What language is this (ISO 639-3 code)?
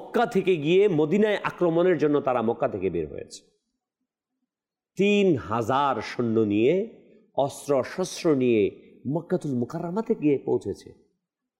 ben